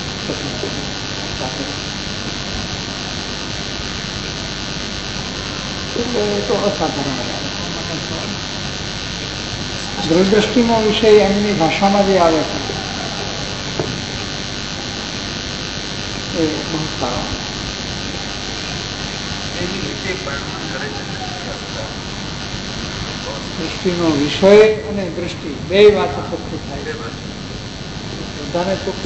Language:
Gujarati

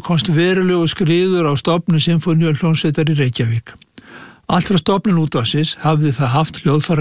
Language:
Icelandic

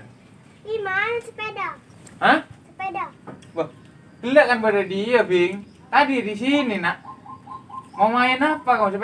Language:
Madurese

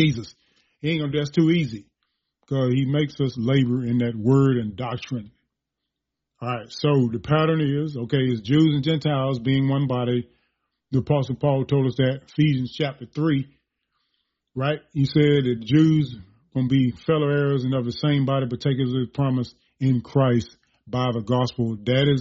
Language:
English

